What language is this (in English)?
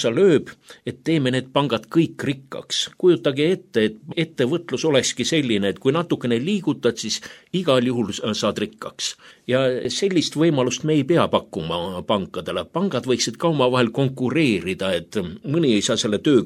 Estonian